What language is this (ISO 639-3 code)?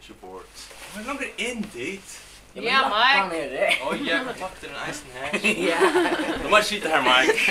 fao